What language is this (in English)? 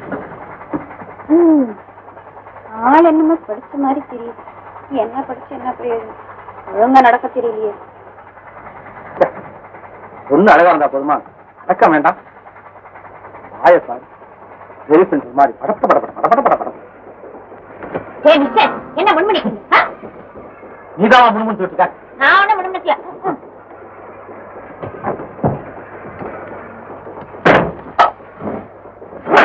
Tamil